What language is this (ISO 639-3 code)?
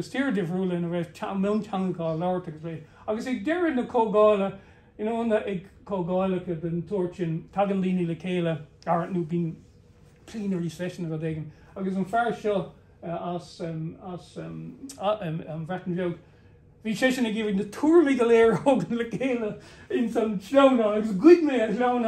gle